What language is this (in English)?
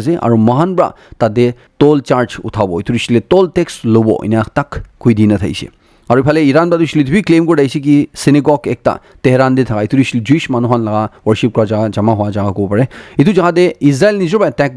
Naga Pidgin